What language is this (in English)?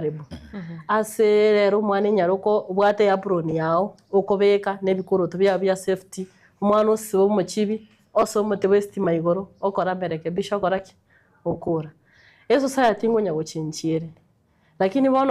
Gusii